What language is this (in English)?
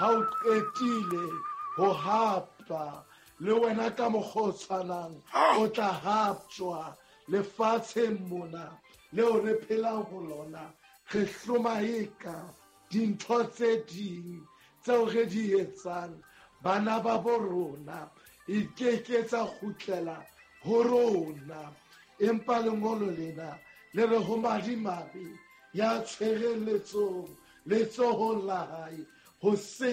Southern Sotho